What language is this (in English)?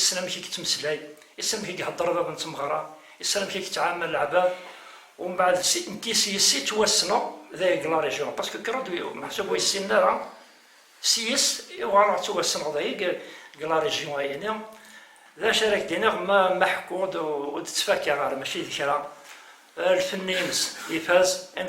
Kabyle